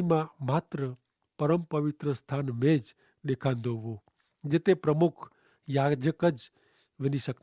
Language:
Kachhi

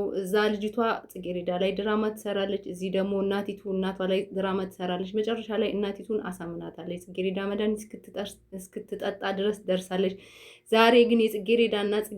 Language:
Amharic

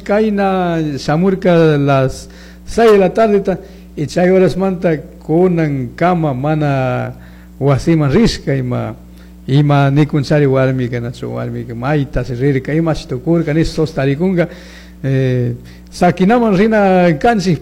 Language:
Chimborazo Highland Quichua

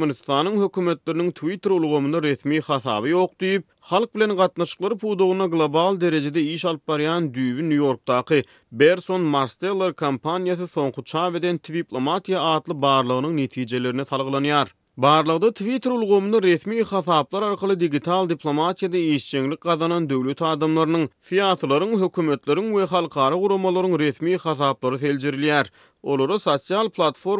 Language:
Turkmen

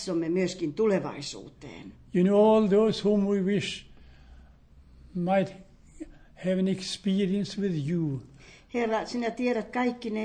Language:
Finnish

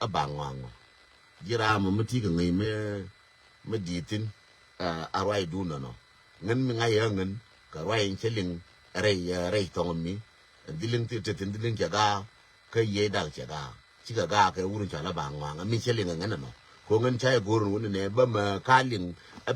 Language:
Nuer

